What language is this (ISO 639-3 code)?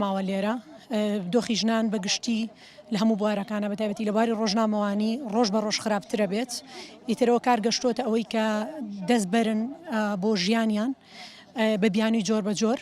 ckb